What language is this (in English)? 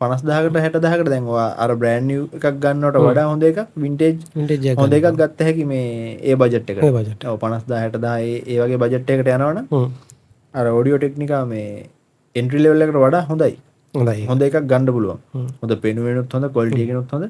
Sinhala